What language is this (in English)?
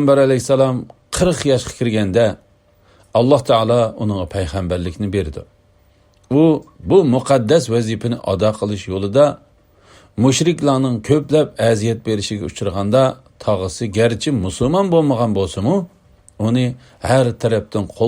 Uyghur